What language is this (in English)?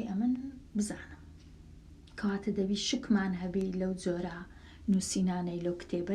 Central Kurdish